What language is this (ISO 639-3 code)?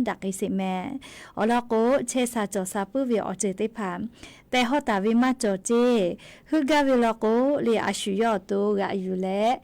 lhu